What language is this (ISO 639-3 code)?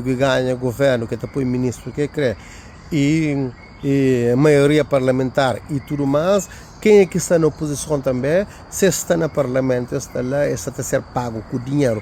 kea